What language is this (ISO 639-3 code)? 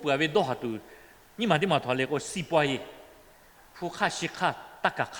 lhu